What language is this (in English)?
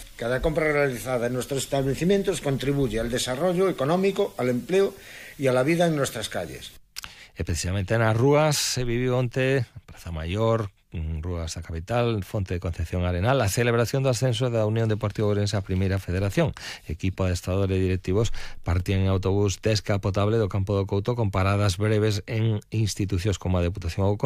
Galician